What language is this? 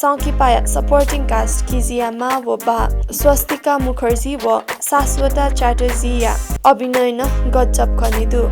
Newari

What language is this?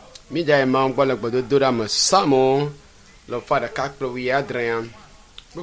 Ewe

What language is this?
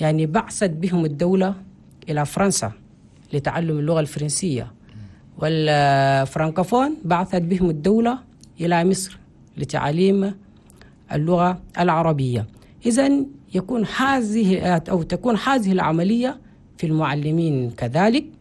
Chadian Arabic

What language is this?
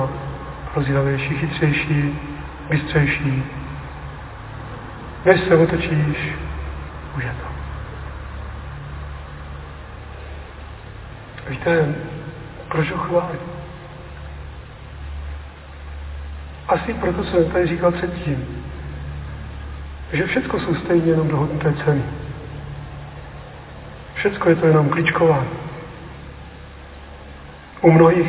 Czech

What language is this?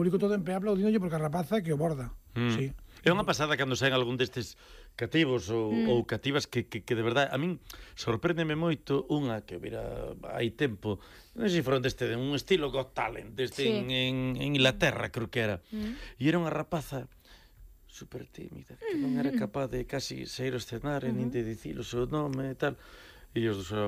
Galician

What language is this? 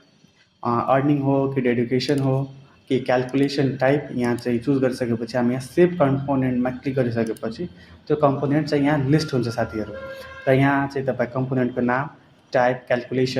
Nepali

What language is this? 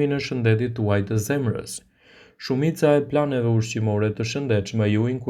Albanian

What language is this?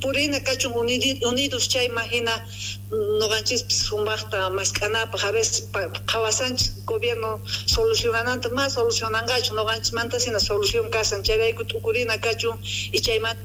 Quechua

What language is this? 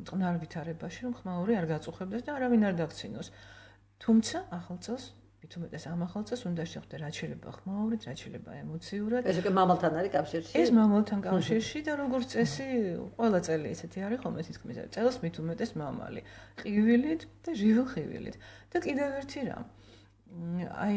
Georgian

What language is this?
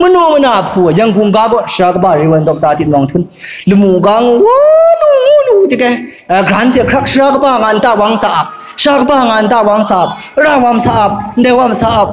Kachin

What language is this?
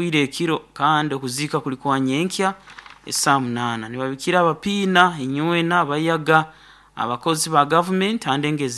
Nyoro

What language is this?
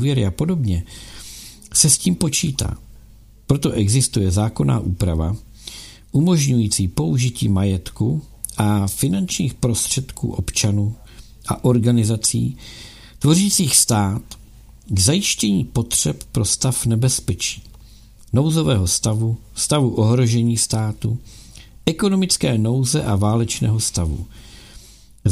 Czech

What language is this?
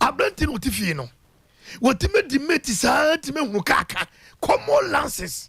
Akan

